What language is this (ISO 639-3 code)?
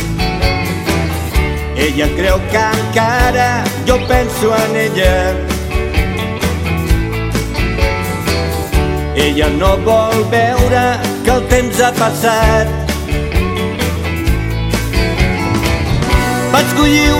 cat